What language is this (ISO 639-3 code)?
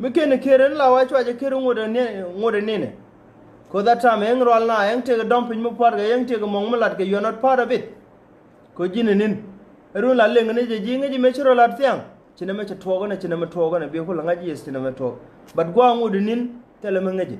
nus